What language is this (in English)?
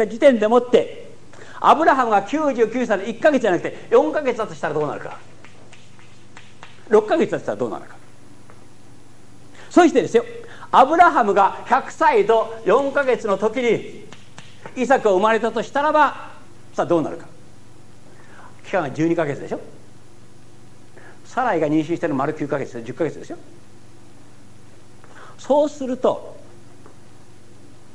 Japanese